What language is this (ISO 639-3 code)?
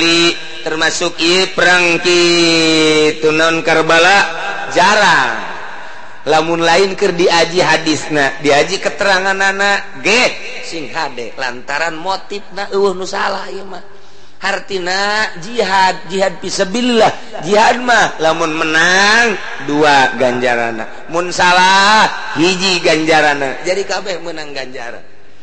sun